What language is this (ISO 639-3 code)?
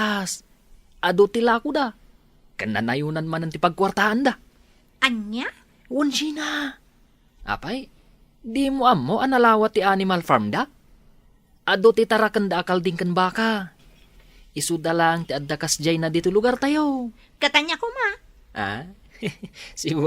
ilo